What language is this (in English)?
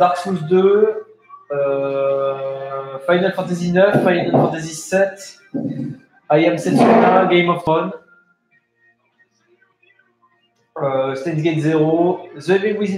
French